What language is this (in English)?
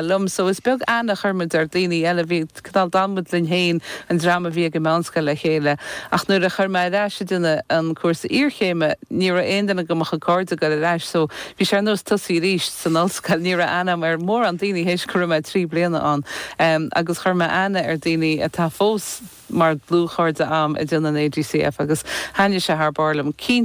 Irish